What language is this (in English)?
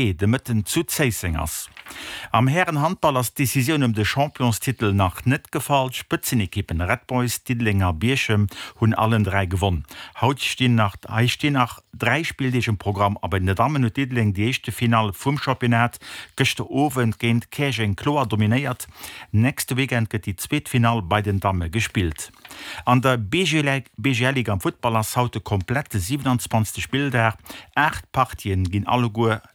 Luxembourgish